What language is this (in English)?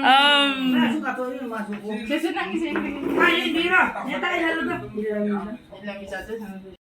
Manipuri